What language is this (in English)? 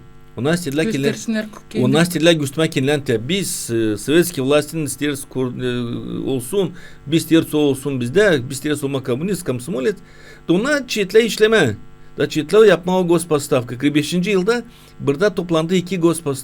Gagauz